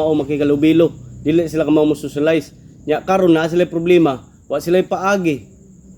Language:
Cebuano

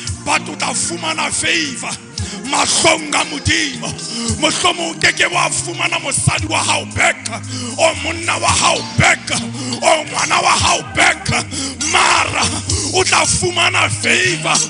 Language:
Southern Sotho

